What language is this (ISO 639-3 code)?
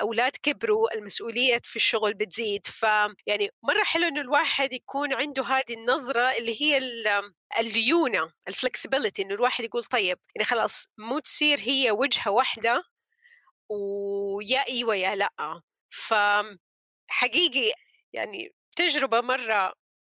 apc